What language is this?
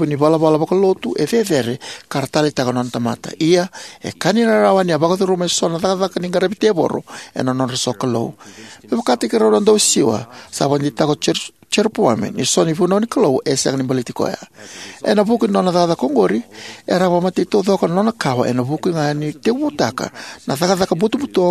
Fijian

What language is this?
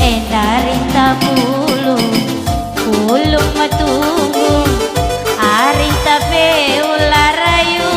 Batak Karo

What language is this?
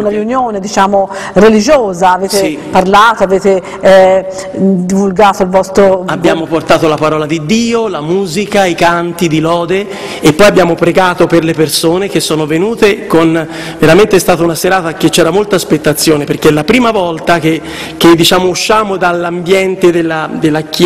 Italian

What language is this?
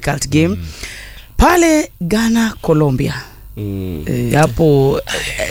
Swahili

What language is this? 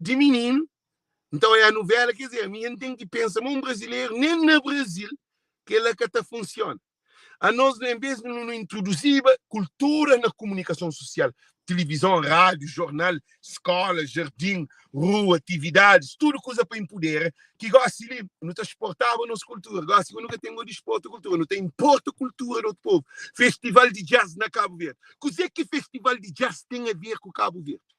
Kabuverdianu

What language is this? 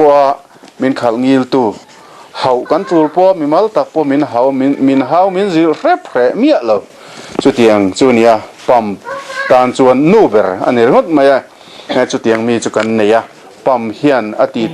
Mizo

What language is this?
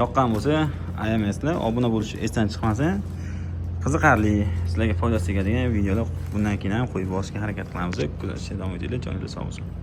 Uzbek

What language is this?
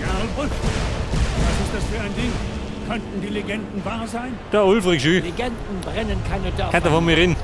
Bavarian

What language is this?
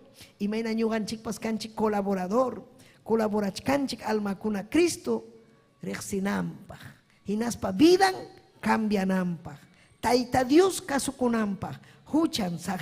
Ayacucho Quechua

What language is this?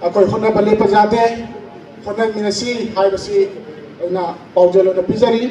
Manipuri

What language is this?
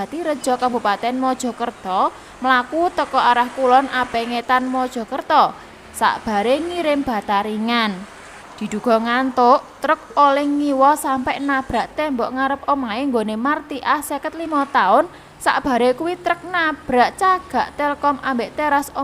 Javanese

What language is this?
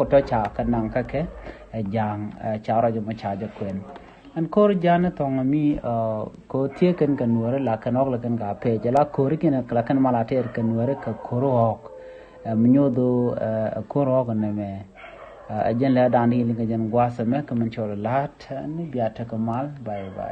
Nuer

